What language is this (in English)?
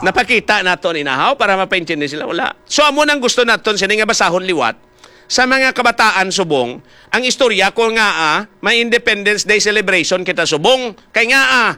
Hiligaynon